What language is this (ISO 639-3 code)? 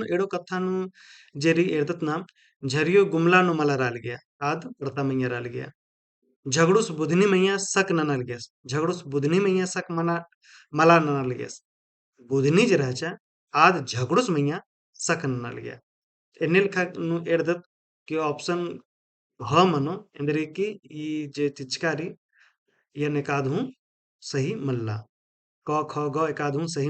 kru